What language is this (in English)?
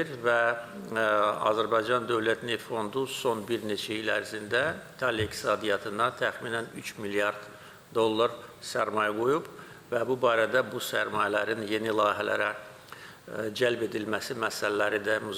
Azerbaijani